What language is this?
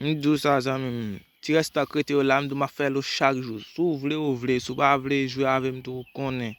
Haitian Creole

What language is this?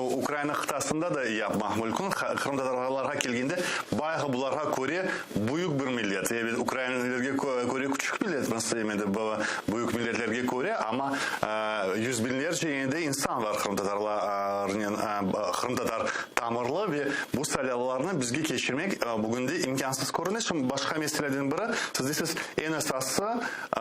Crimean Tatar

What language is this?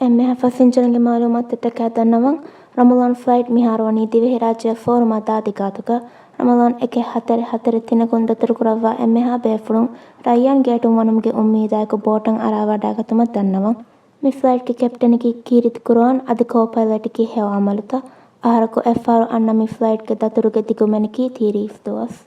Divehi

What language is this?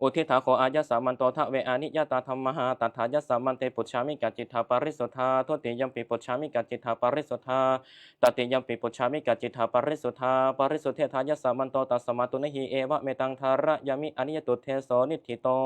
Pali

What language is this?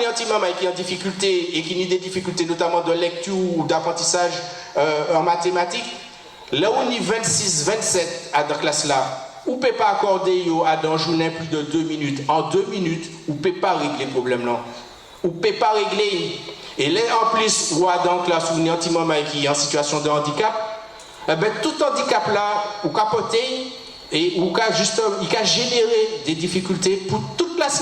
Guadeloupean Creole French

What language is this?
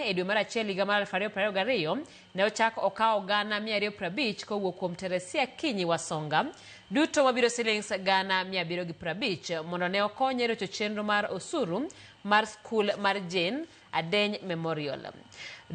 Luo (Kenya and Tanzania)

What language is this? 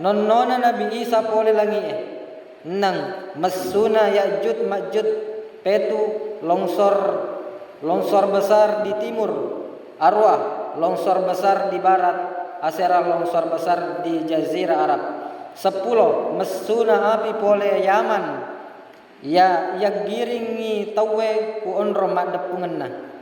Buginese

